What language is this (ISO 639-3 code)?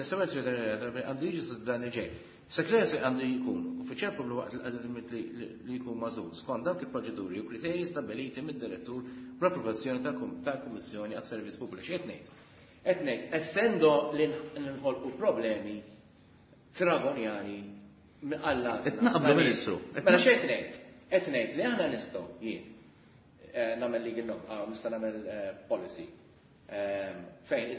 mlt